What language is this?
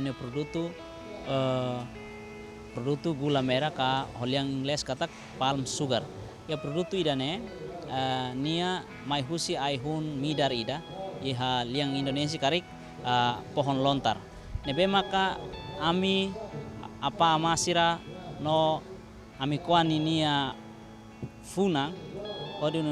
Tetum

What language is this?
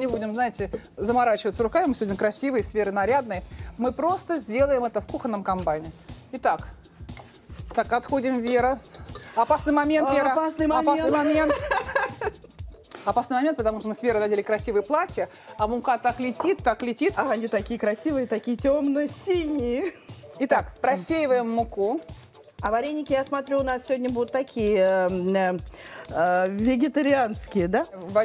Russian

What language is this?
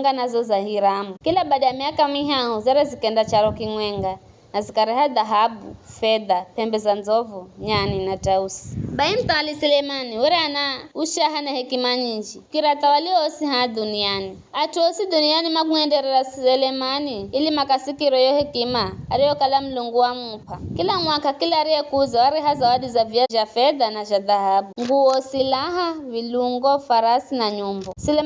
Giryama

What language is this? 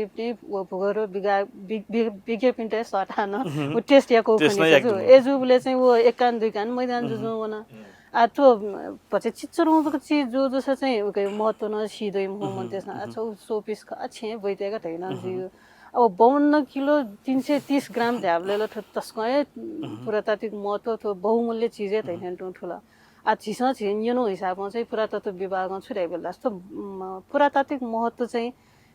Newari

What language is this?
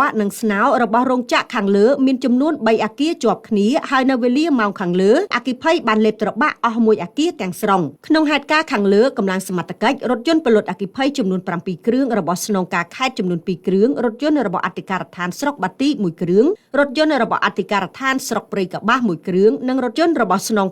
Khmer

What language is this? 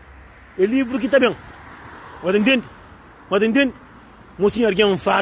Kabuverdianu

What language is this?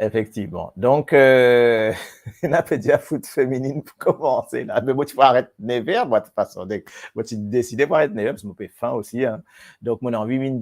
Morisyen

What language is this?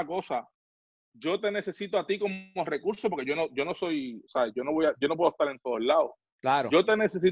Spanish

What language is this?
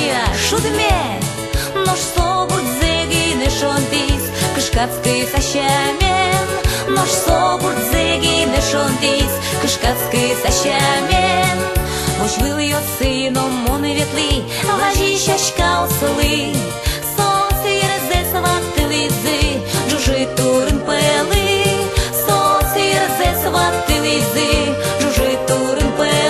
Udmurt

